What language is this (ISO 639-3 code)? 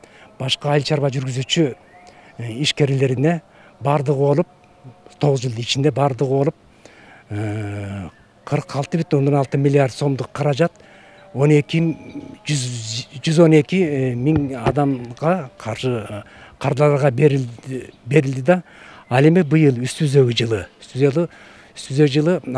kir